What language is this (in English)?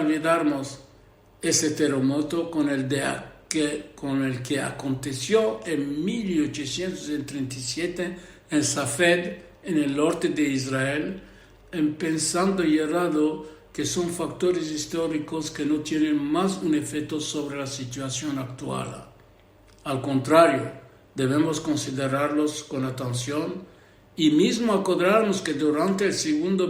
Ladino